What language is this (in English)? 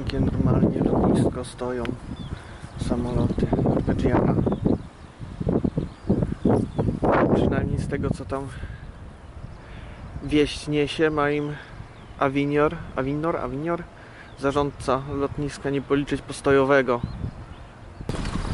Polish